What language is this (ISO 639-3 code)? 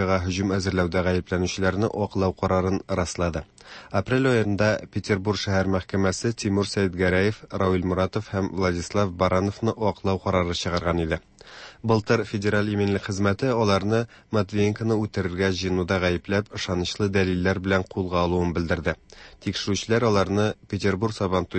tat